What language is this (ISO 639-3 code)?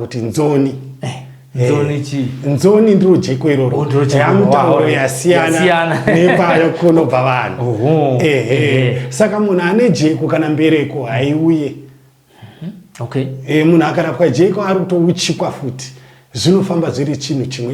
sna